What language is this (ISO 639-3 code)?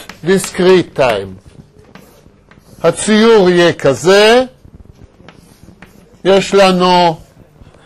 heb